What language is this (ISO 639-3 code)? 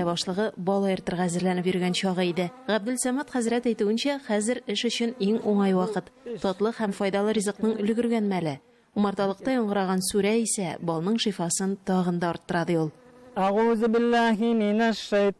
tat